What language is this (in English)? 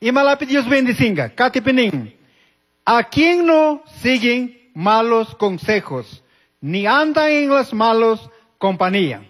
Chimborazo Highland Quichua